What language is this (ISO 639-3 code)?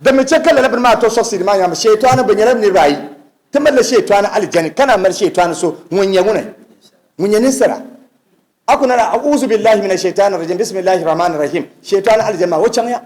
dag